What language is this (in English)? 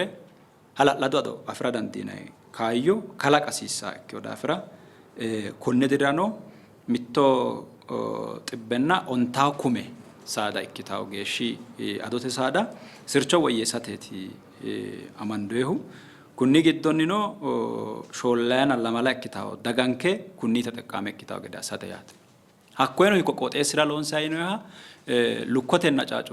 Sidamo